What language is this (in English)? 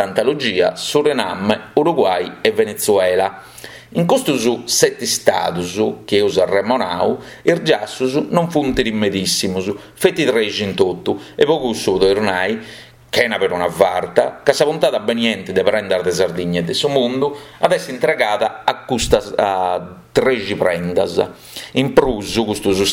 Sardinian